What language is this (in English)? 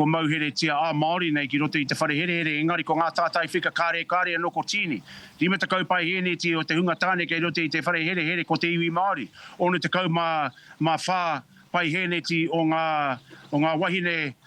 Māori